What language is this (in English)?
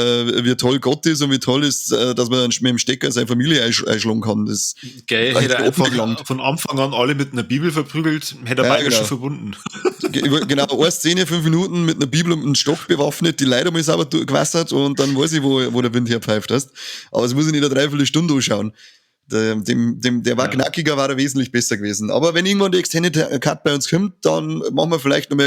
Bavarian